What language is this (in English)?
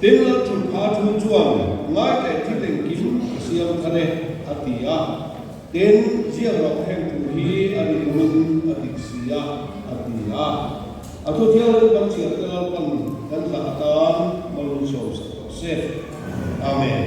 Mizo